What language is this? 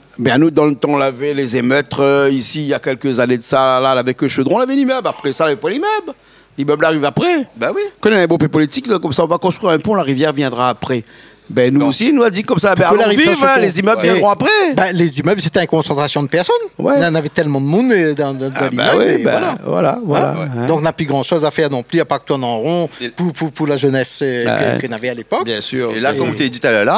Réunion Creole French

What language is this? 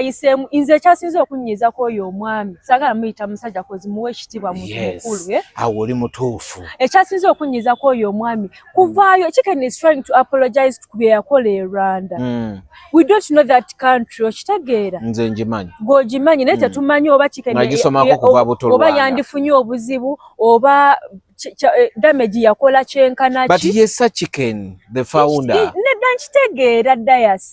Ganda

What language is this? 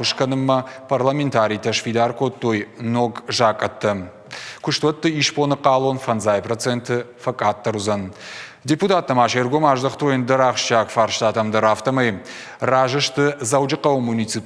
Ossetic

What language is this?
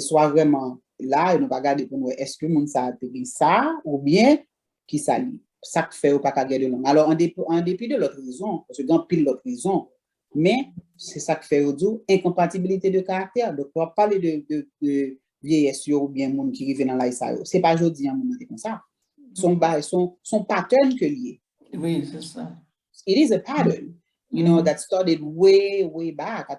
Haitian Creole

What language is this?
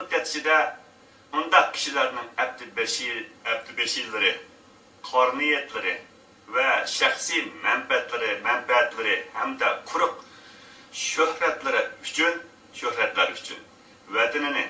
Uyghur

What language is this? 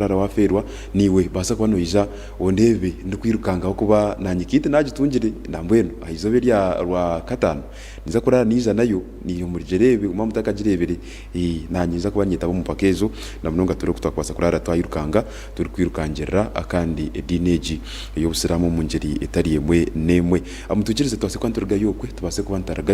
Nyankole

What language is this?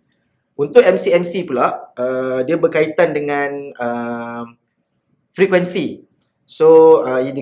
Malay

